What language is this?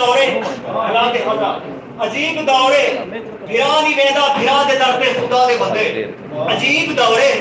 Saraiki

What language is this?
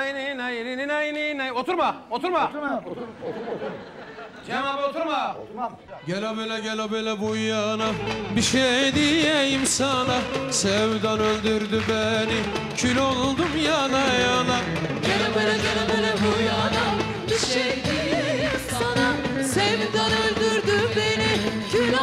Turkish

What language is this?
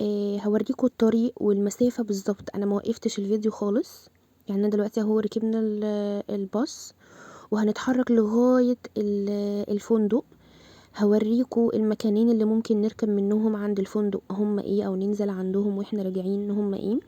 Egyptian Arabic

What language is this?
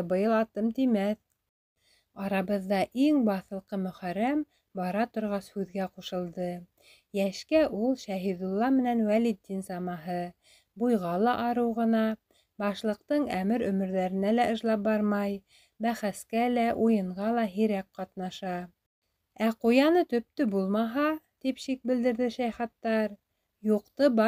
Bashkir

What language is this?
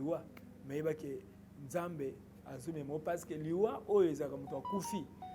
Lingala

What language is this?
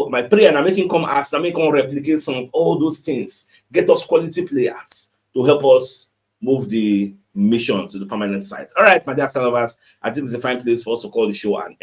Nigerian Pidgin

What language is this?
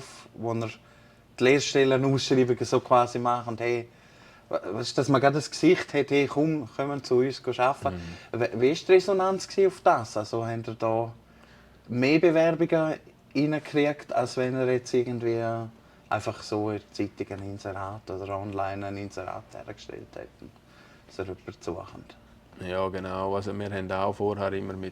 Swiss German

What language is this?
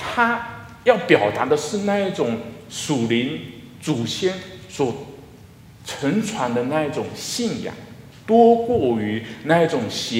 Chinese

